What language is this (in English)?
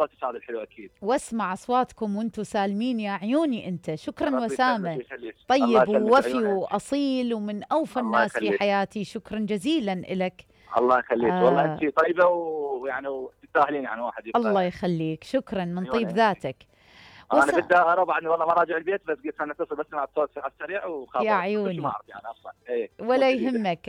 Mesopotamian Arabic